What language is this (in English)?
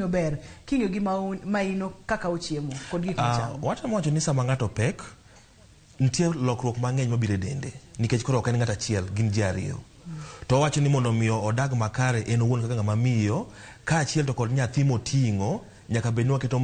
Luo (Kenya and Tanzania)